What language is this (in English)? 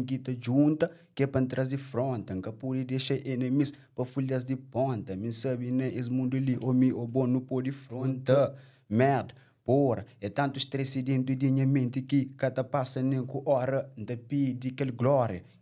Kabuverdianu